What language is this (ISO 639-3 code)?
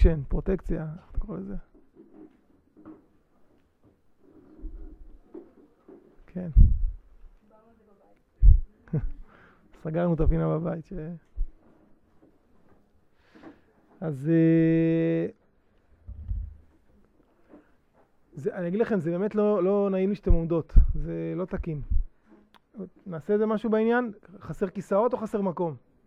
heb